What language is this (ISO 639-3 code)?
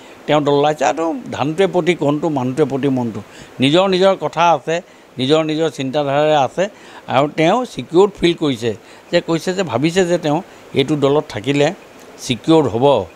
asm